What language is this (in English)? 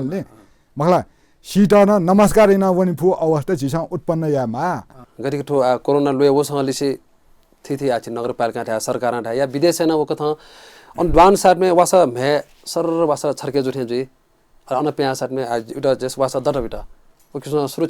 Newari